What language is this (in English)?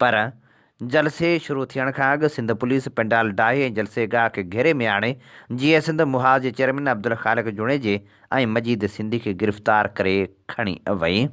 Sindhi